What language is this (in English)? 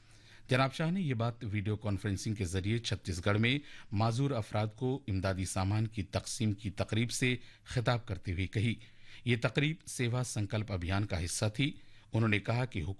Urdu